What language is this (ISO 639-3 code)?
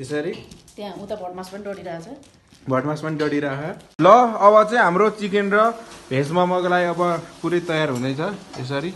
nep